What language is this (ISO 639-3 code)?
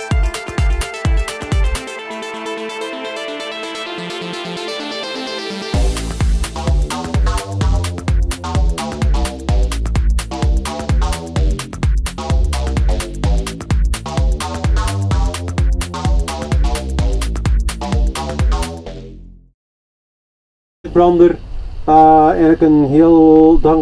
nld